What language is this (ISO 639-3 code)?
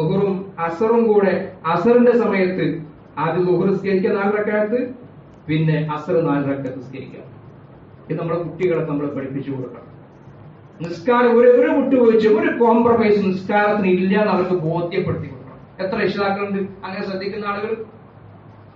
mal